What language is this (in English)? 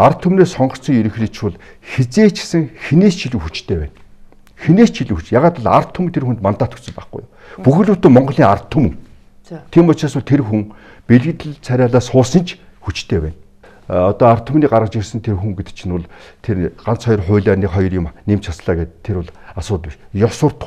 Mongolian